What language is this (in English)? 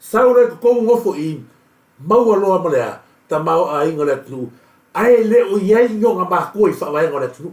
Samoan